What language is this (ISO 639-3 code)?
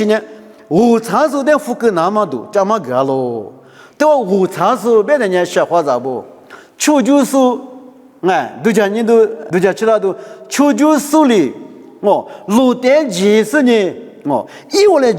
lis